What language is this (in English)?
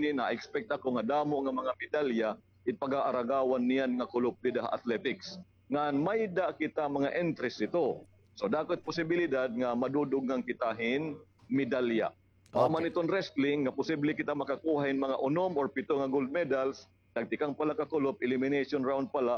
Waray